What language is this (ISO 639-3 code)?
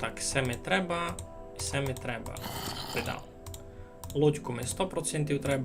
rue